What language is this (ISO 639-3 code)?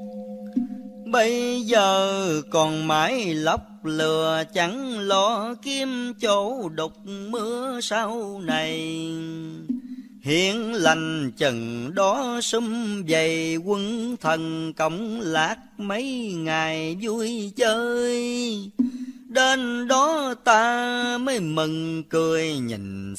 vie